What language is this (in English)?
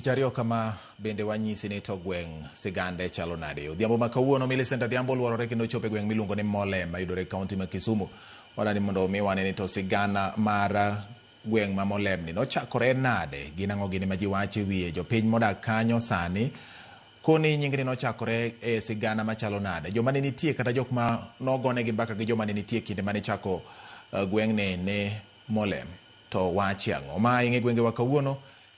Luo (Kenya and Tanzania)